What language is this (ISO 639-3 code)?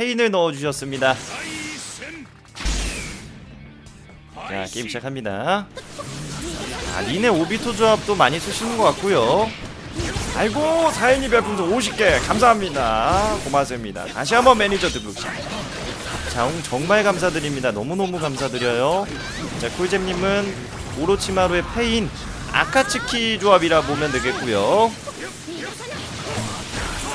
kor